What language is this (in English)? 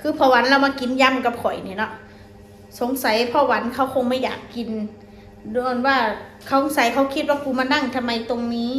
Northeastern Thai